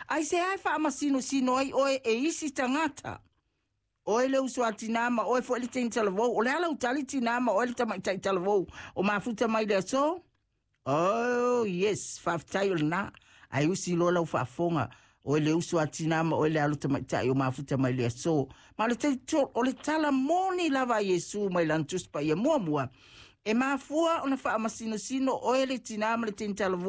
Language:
Samoan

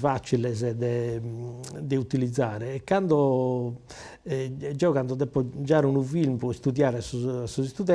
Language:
Sardinian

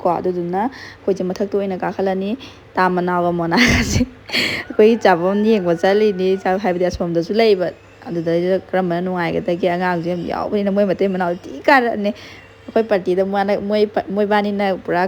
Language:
Manipuri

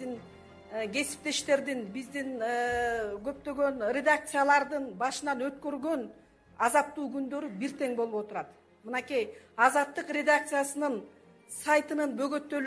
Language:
Kyrgyz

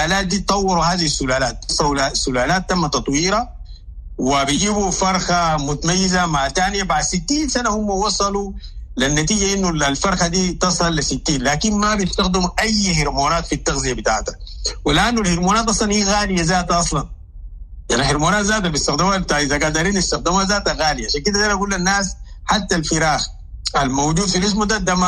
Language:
Sudanese Arabic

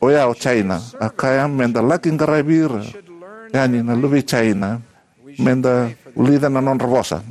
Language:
Fijian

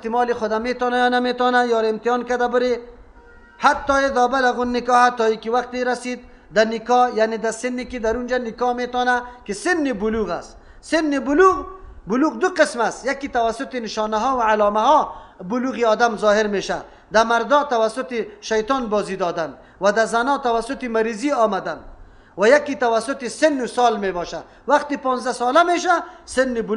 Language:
Persian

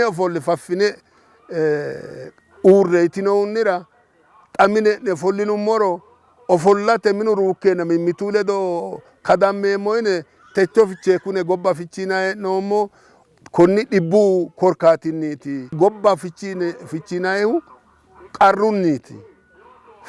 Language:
Sidamo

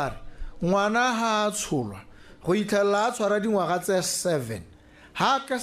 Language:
Tswana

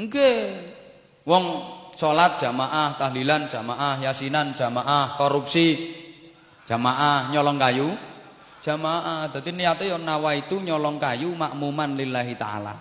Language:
Javanese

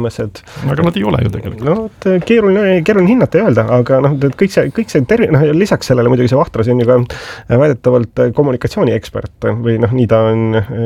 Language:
Estonian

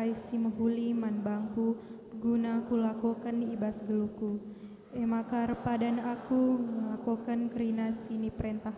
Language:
Batak Karo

